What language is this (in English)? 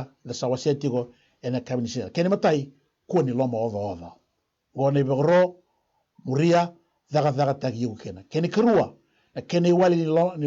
Fijian